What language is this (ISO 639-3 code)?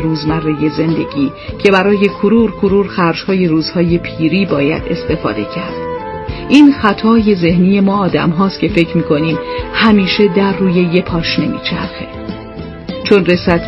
fas